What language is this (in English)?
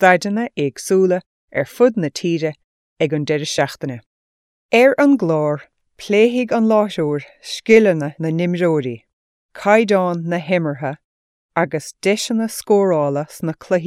Irish